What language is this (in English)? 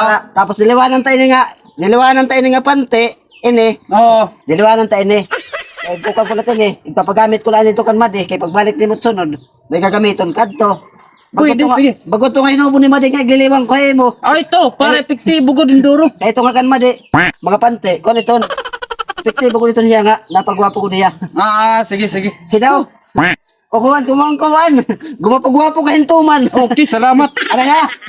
Waray